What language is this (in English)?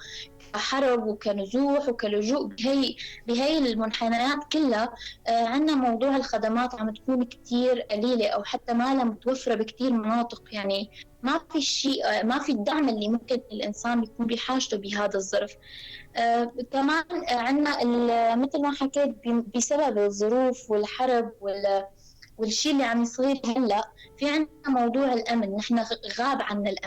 North Levantine Arabic